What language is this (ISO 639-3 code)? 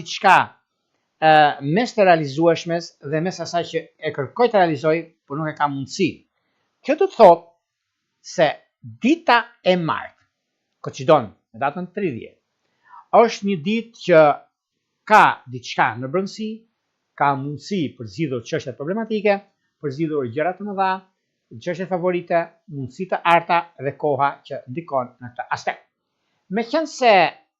sqi